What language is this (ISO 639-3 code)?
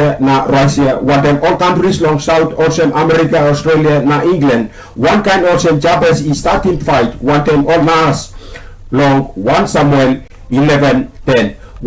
tpi